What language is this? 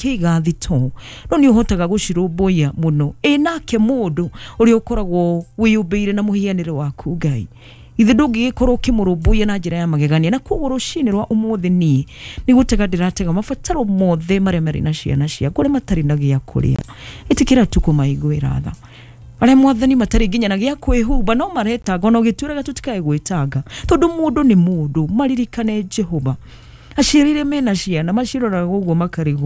Kikuyu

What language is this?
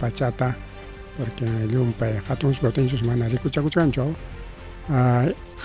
Ayacucho Quechua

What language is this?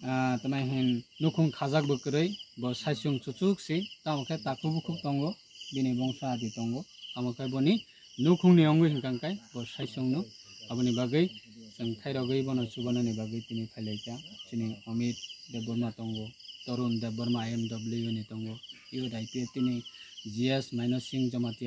Kok Borok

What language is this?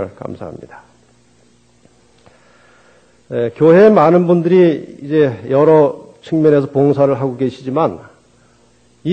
Korean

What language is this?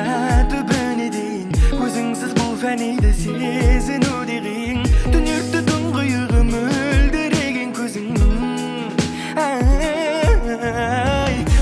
Kara-Kalpak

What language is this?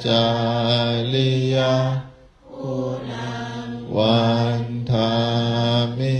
Pali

